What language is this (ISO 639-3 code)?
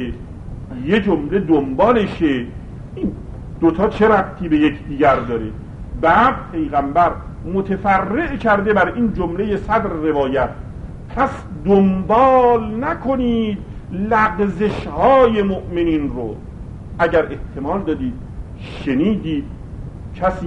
fas